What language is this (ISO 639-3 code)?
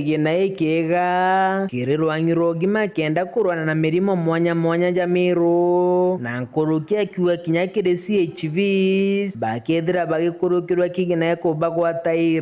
mer